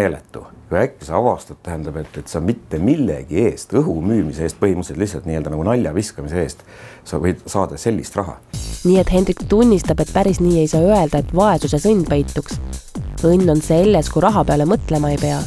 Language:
Estonian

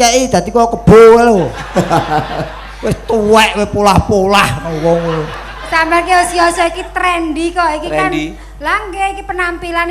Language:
Javanese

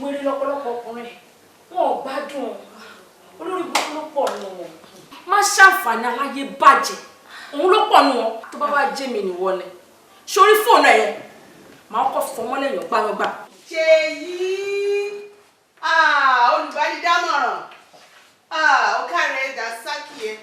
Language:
Yoruba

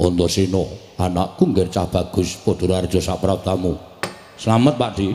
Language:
Javanese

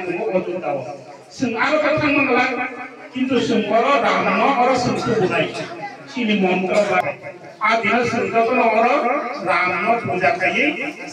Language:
Riang (India)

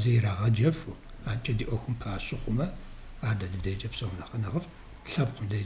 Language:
Kabardian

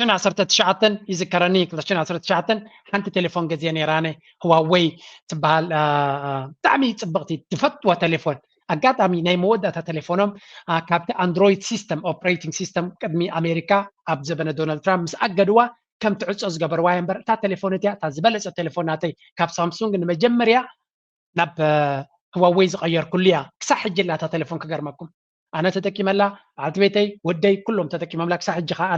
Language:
Tigrinya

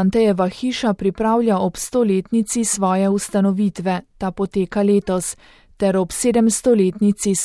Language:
Slovenian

